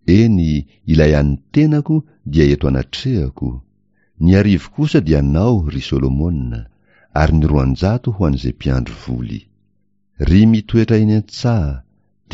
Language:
Malagasy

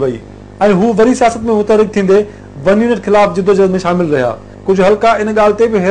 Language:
Sindhi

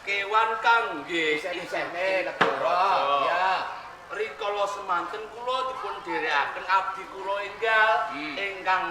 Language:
Javanese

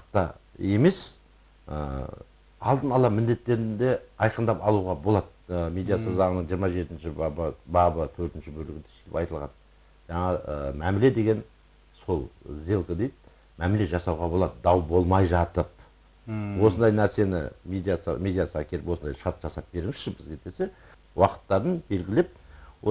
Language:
Kazakh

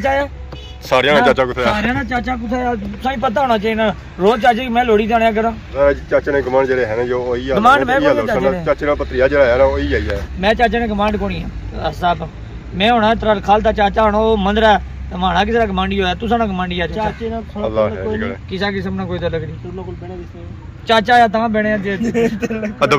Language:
Pahari-Potwari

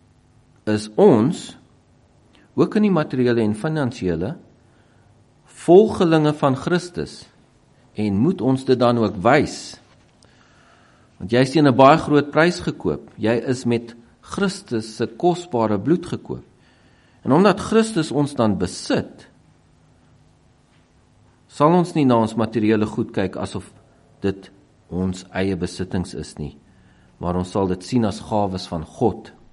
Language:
Afrikaans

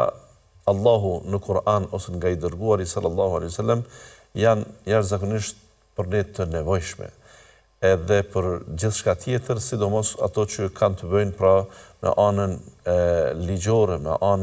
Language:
Albanian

